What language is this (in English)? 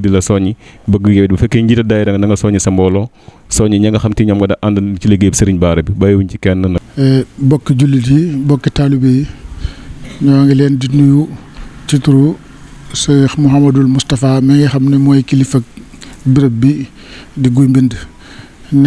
Wolof